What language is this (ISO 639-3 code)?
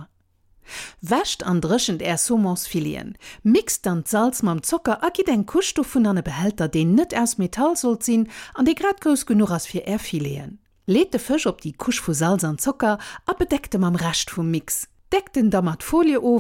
ltz